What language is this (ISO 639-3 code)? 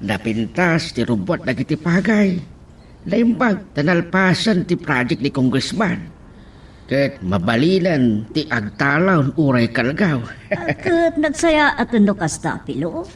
ilo